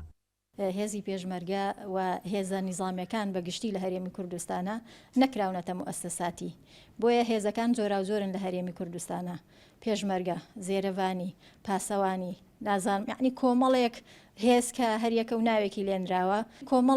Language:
Central Kurdish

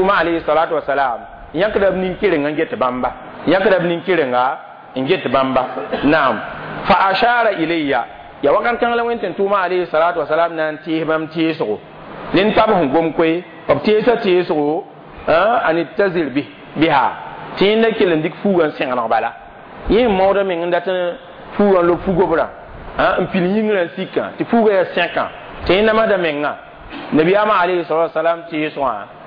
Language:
Mossi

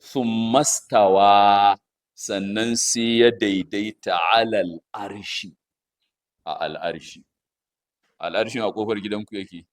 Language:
Hausa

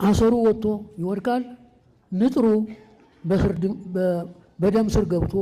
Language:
Amharic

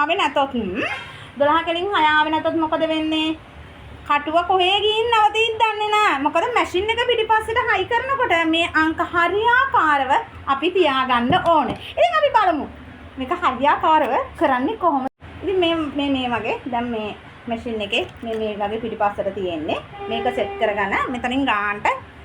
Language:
Sinhala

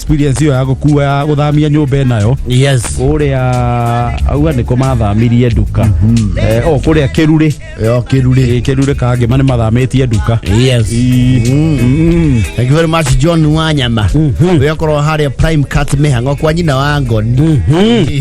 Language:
Kikuyu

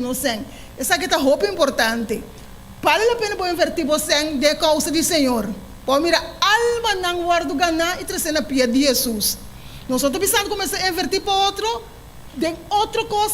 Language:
Papiamento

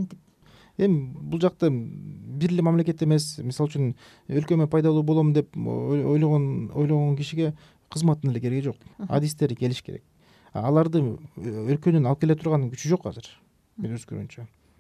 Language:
Kyrgyz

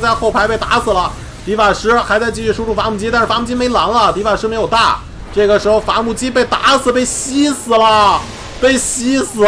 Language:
Chinese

